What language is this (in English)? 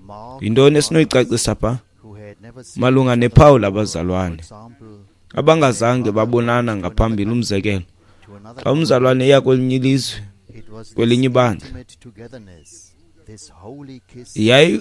Xhosa